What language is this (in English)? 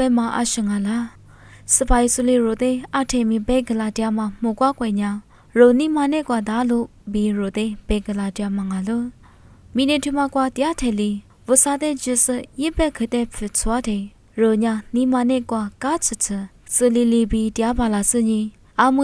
Lisu